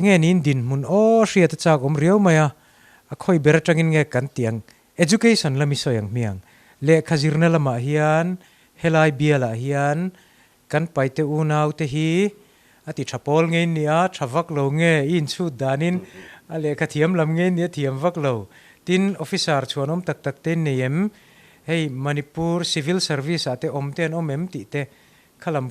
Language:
Mizo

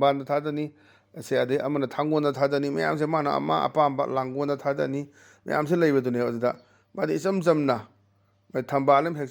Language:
Manipuri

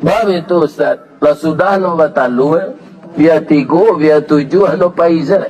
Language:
Minangkabau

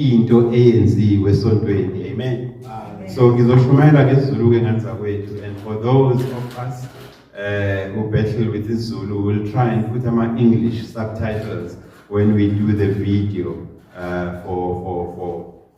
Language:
Zulu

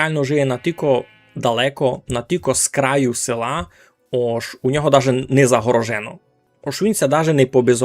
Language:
Rusyn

